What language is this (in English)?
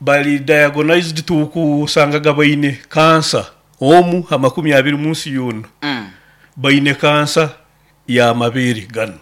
Nyoro